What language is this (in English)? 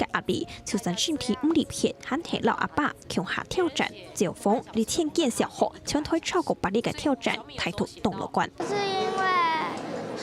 Hakka Chinese